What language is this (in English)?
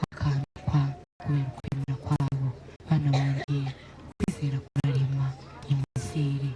Kinyarwanda